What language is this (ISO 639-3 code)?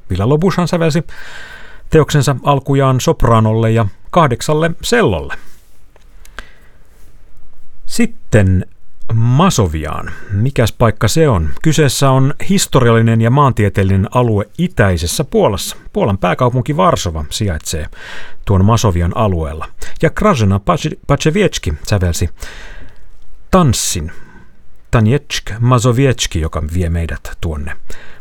fin